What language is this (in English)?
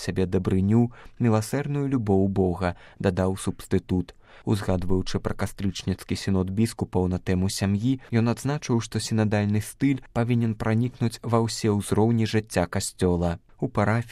Belarusian